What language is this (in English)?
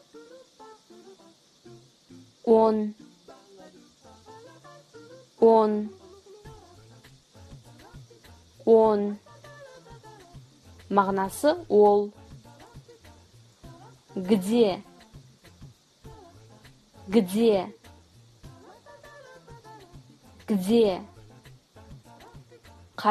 Kazakh